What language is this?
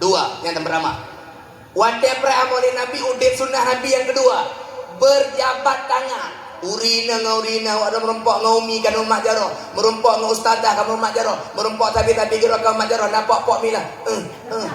Achinese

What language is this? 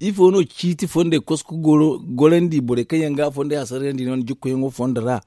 Zarma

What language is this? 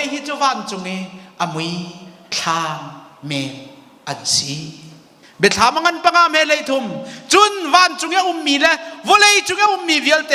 Hakha Chin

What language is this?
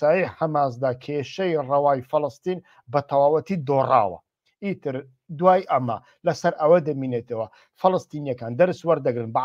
Central Kurdish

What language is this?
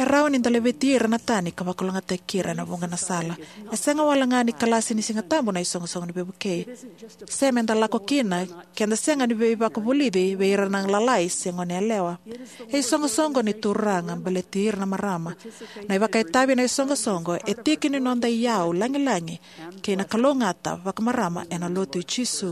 Fijian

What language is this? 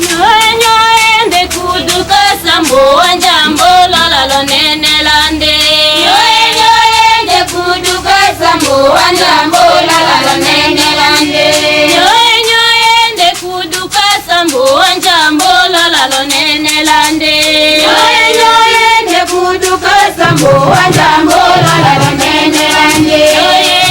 Tetela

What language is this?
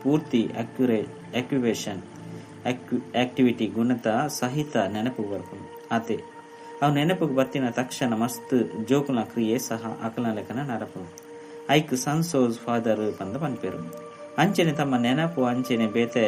Tulu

